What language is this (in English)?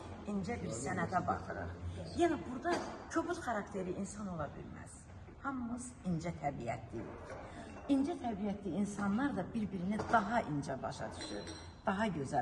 Azerbaijani